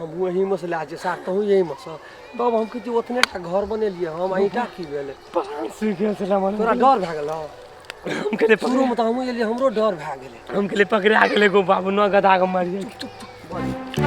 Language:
Maithili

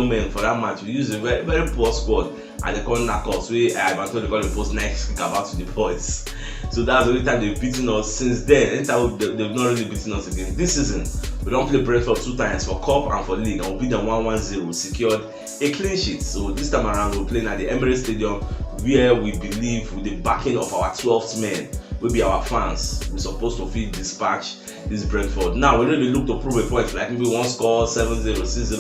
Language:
Nigerian Pidgin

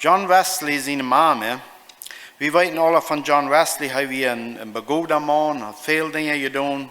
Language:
Plautdietsch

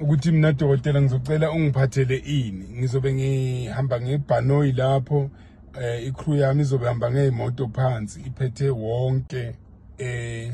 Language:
Zulu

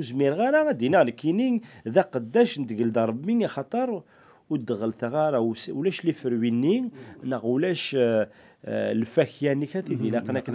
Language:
Kabyle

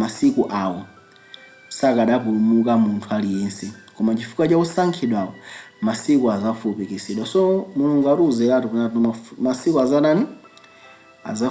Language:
Nyanja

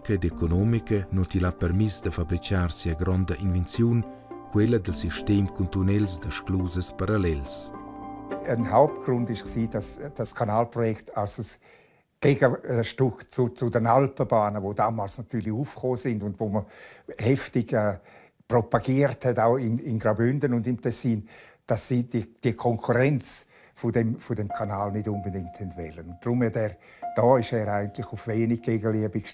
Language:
Romansh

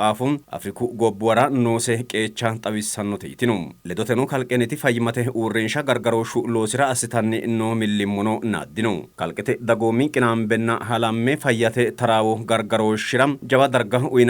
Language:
Sidamo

